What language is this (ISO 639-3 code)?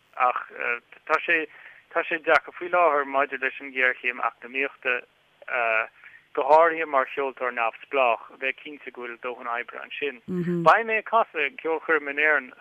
gle